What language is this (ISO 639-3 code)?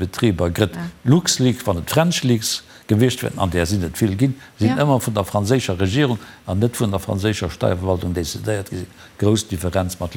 ltz